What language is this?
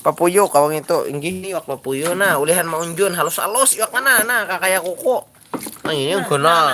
Banjar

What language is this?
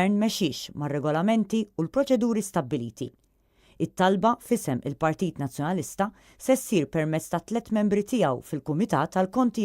Maltese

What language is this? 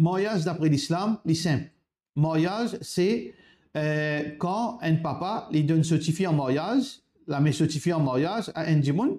Morisyen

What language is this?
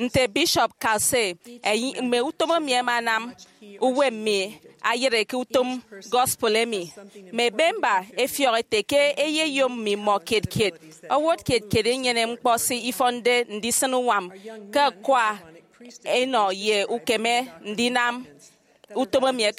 Efik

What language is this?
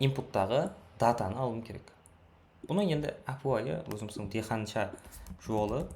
Kara-Kalpak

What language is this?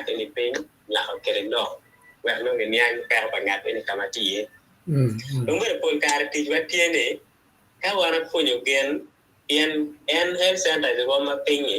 Acoli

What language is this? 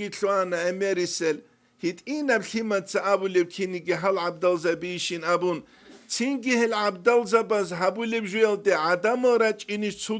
Avaric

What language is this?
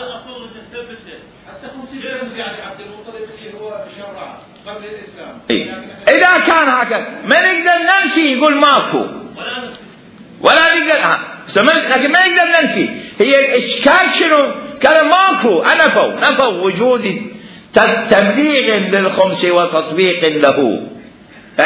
Mesopotamian Arabic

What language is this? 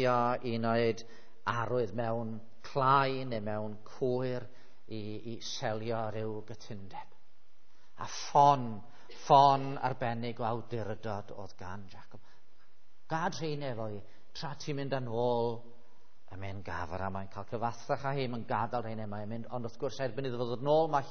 Welsh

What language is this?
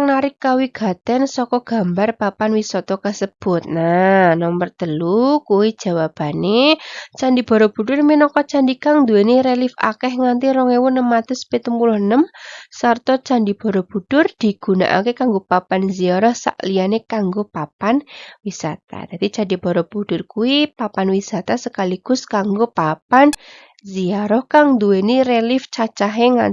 Javanese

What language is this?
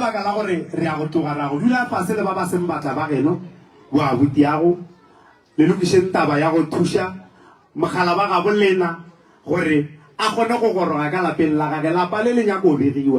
Northern Sotho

